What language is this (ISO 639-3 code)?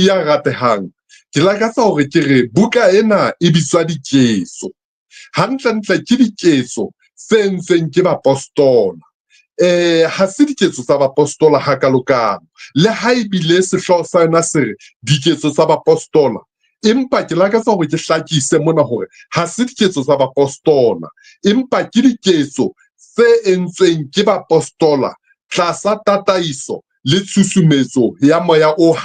sot